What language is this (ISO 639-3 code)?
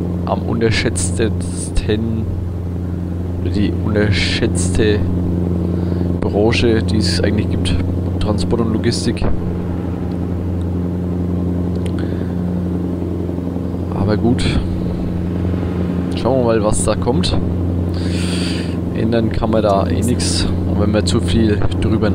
deu